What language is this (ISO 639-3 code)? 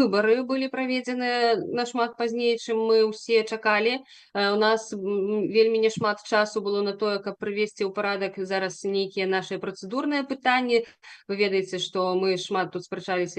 bel